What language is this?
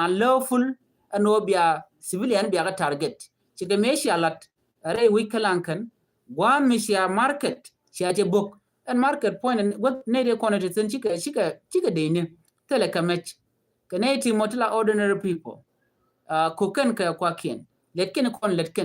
Nuer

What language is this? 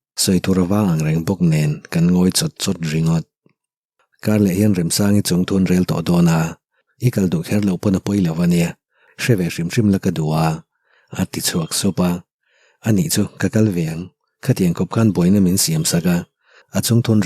Mizo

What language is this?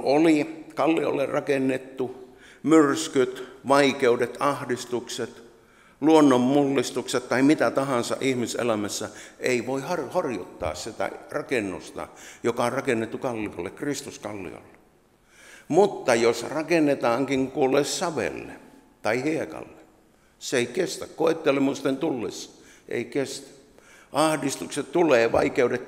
Finnish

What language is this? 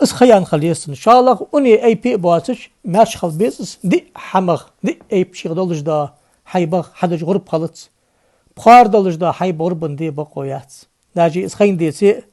Ingush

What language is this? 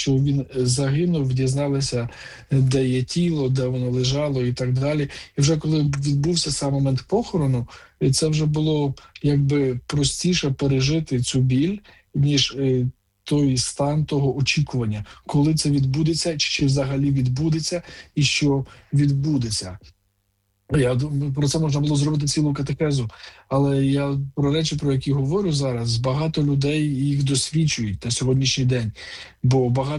Ukrainian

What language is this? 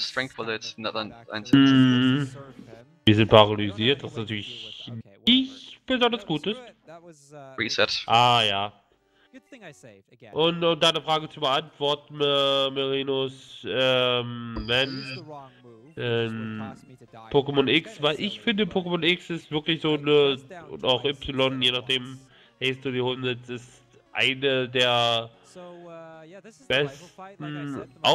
German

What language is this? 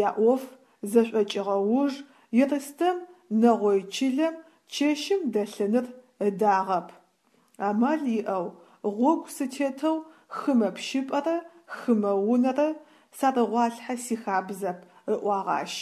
Adyghe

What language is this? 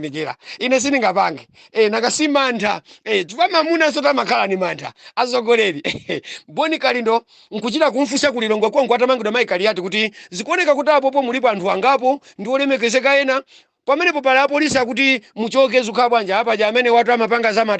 Nyanja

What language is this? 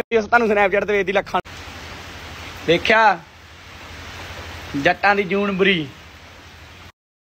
Punjabi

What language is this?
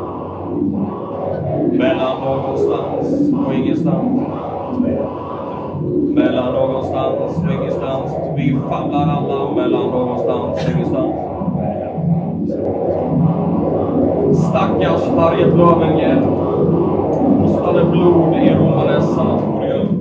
Swedish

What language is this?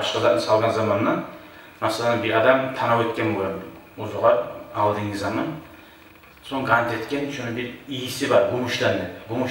Kumyk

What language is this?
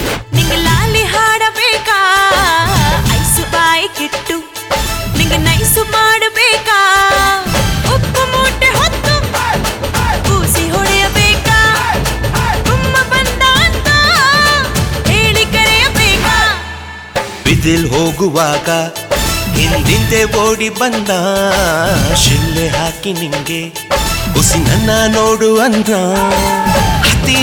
Kannada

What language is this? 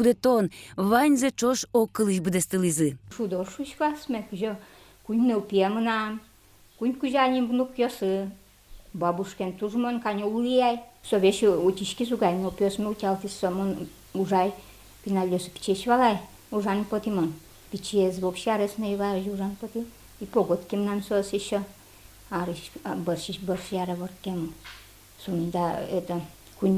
Udmurt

